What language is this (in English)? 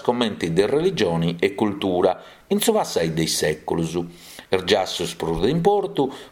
Sardinian